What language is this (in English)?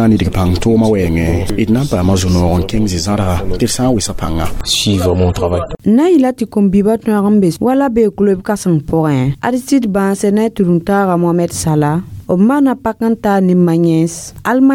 Mossi